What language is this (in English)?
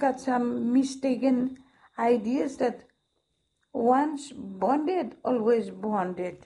Bislama